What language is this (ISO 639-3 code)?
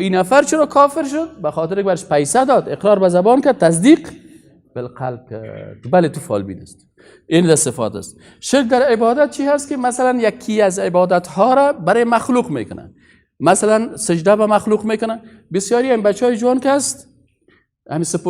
fas